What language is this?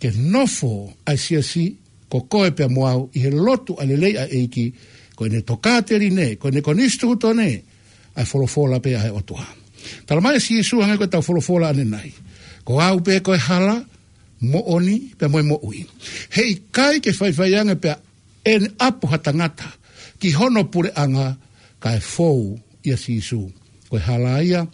Tongan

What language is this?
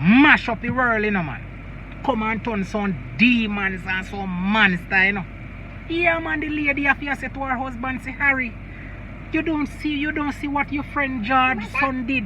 Jamaican Creole English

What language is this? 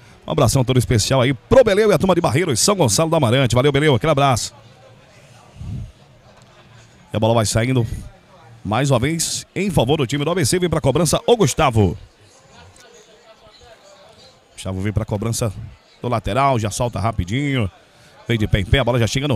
Portuguese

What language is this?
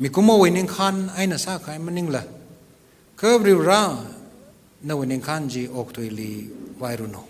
Tangkhul Naga (India)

